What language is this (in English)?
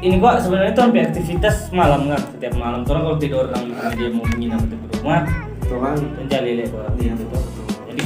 Manado Malay